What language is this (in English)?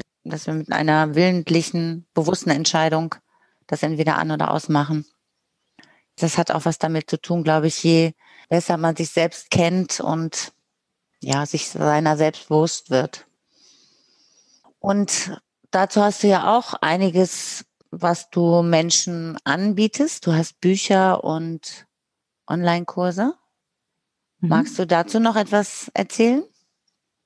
German